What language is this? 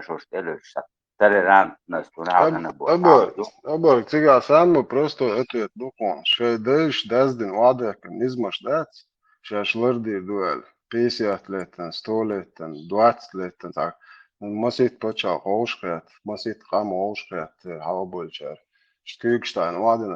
Chechen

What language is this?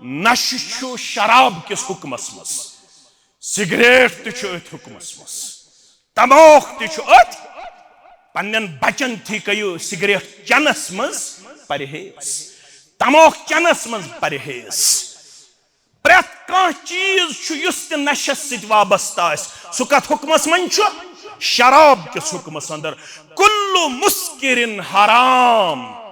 Kashmiri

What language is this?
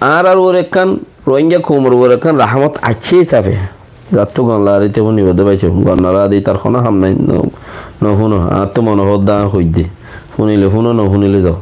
Rohingya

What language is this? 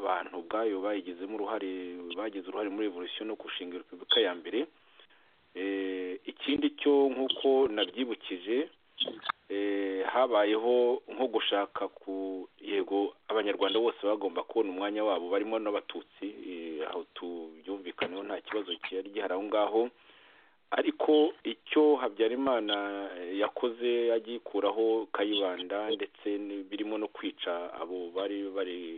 Kinyarwanda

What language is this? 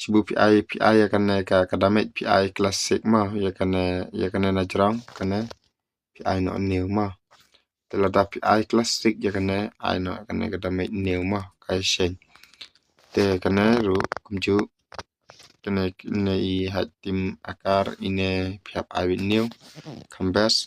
Khasi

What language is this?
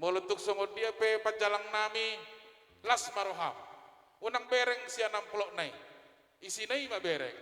Batak Toba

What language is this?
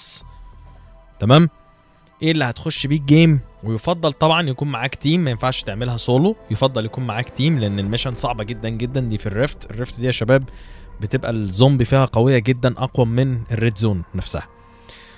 Egyptian Arabic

